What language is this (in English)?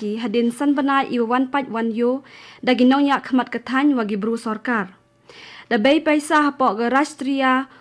Khasi